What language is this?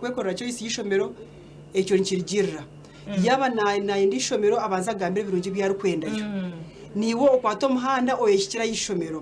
Nyankole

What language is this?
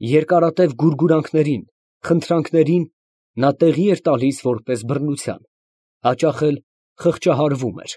Armenian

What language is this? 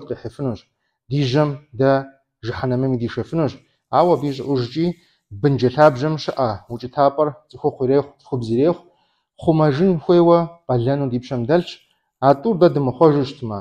Kabardian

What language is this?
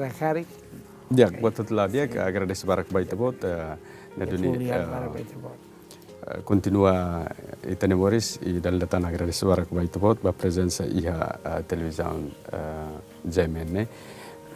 Tetum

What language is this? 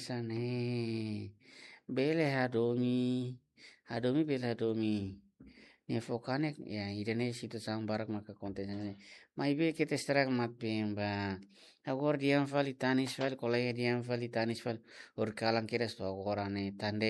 Tetum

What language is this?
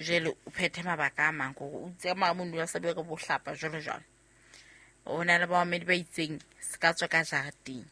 Southern Sotho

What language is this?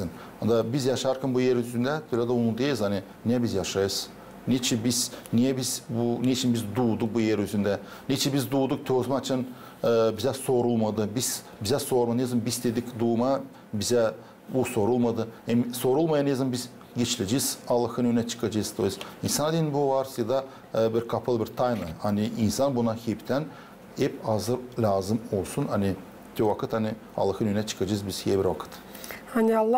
Gagauz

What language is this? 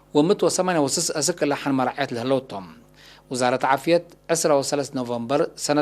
Tigre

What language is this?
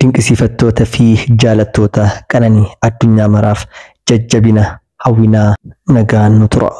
Oromo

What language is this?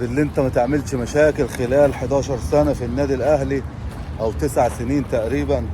Egyptian Arabic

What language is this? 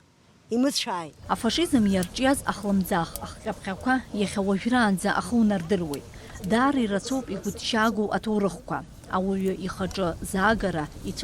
Abkhazian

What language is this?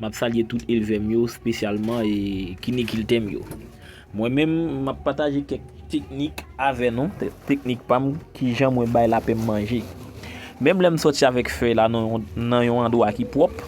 Haitian Creole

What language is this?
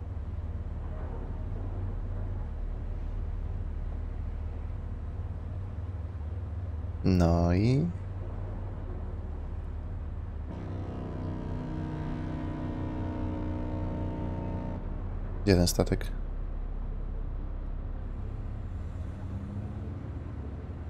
Polish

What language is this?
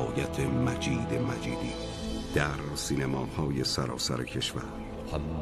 Persian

